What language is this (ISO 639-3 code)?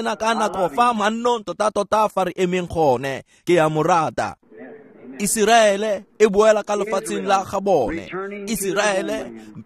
tsn